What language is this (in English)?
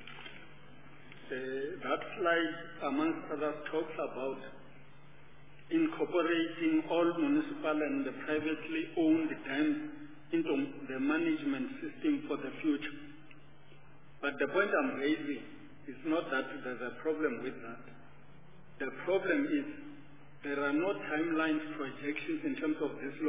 English